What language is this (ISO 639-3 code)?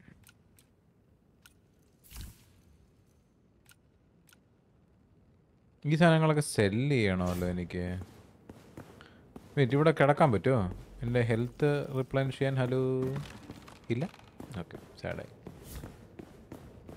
mal